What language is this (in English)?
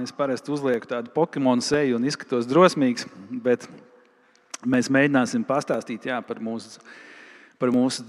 Latvian